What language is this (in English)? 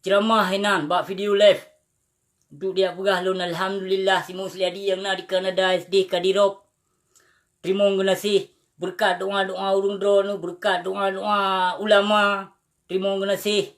Achinese